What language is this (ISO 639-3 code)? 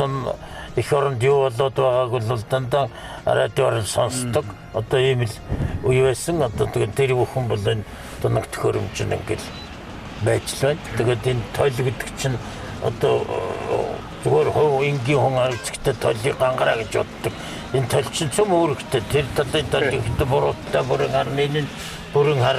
mon